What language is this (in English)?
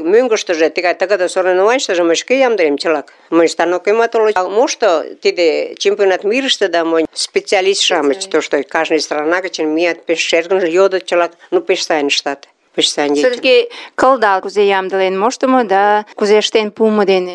Mari